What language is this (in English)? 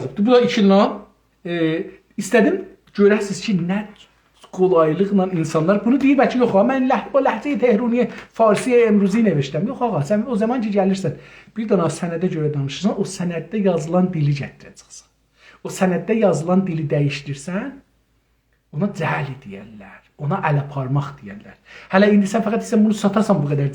South Azerbaijani